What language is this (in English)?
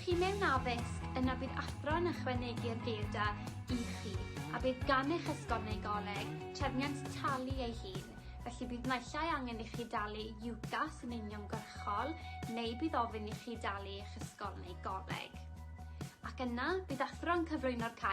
Welsh